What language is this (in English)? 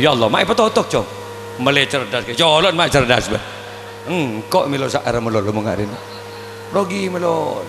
Madurese